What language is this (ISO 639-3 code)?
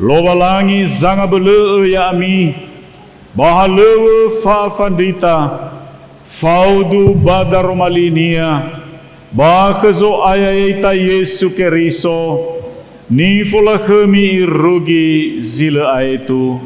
nia